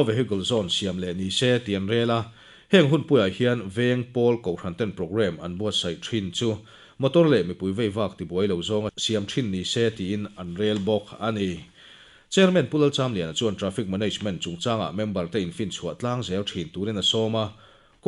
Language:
Mizo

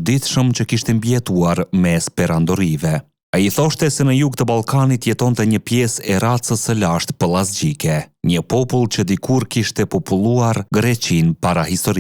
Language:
Albanian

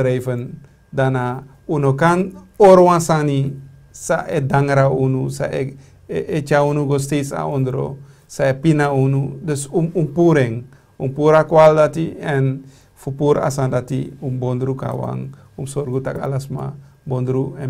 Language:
Sranan Tongo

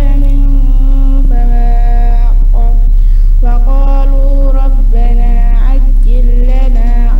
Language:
Fula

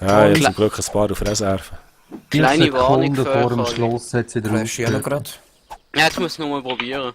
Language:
Swiss German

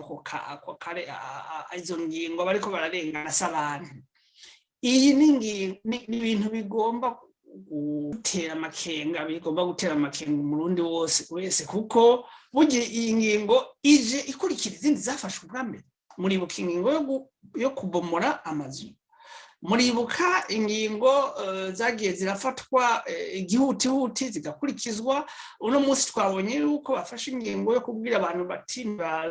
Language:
Rundi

